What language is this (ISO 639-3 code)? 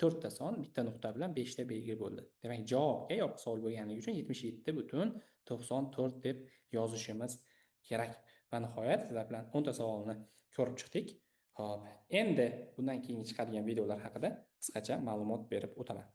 uzb